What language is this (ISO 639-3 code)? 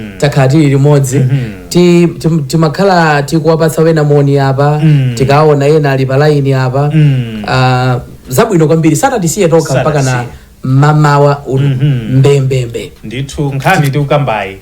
nya